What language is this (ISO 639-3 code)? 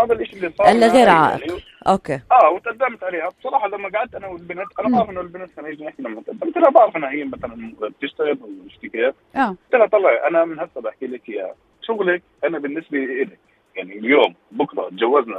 apc